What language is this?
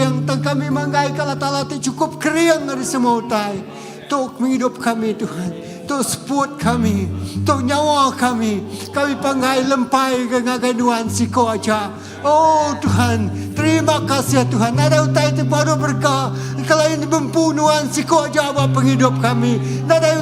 Iban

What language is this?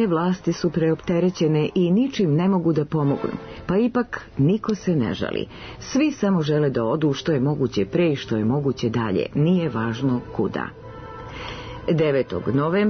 Serbian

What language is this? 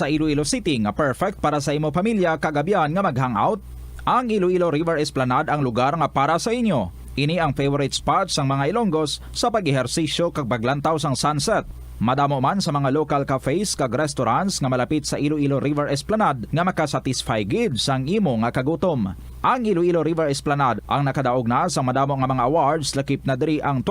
Hiligaynon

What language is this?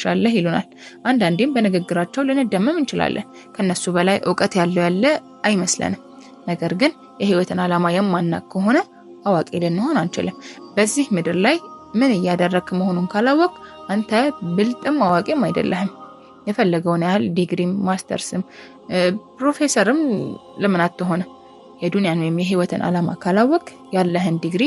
Amharic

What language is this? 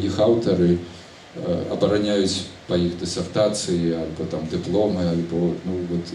Belarusian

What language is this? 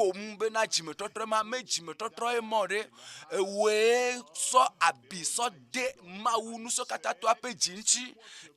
Ewe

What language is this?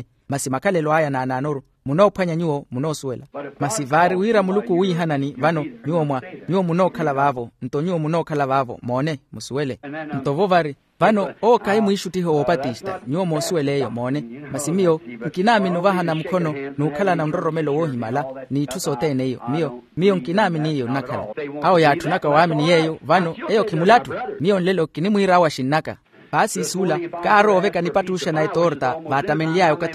Makhuwa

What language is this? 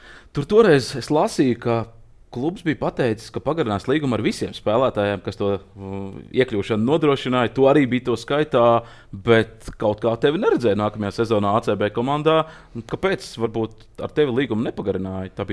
Latvian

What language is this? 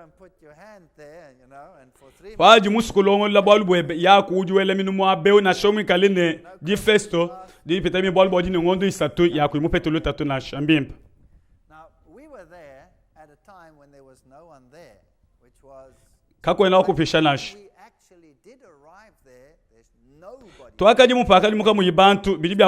Luba-Lulua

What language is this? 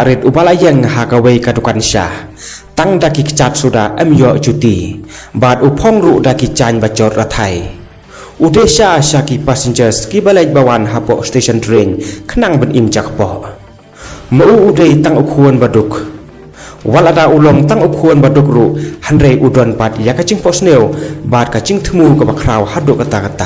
Khasi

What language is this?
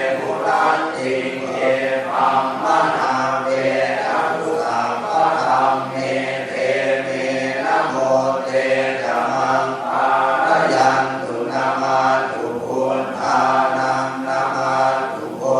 Pali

